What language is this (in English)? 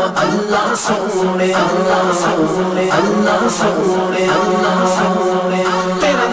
Urdu